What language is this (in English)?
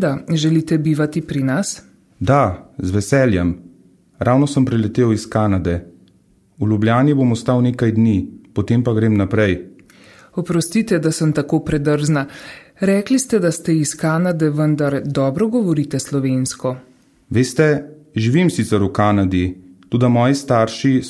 Slovenian